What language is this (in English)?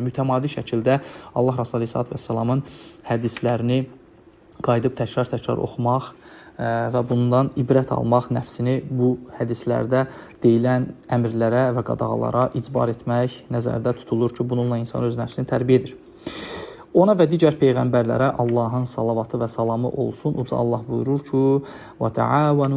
Azerbaijani